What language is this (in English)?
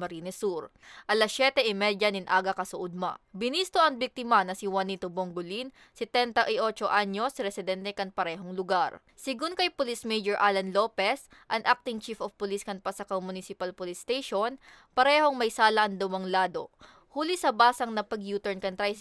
Bikol